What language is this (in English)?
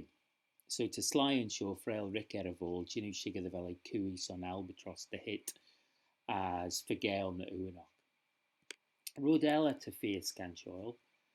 Manx